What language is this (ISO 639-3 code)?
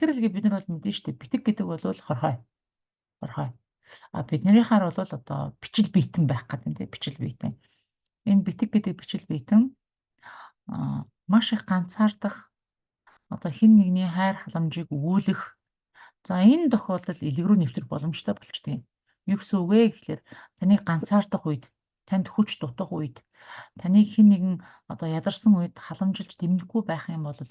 mon